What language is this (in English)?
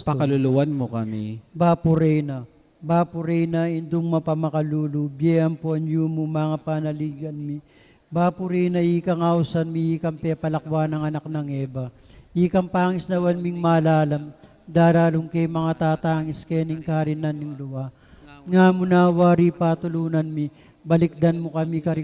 Pampanga